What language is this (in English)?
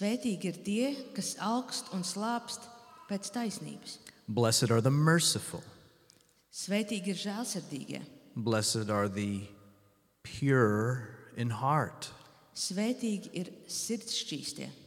Latvian